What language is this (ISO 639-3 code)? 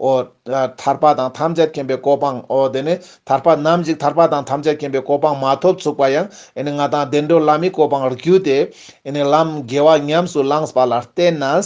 lbj